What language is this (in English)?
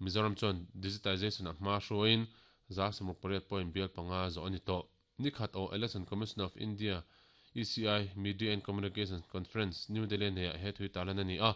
Mizo